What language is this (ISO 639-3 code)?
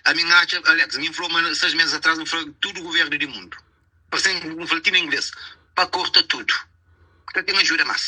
kea